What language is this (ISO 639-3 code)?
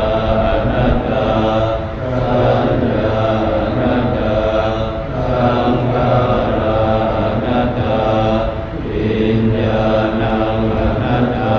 pli